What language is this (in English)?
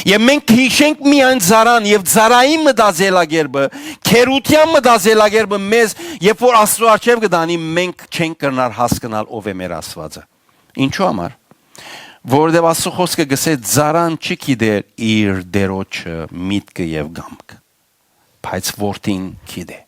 Western Armenian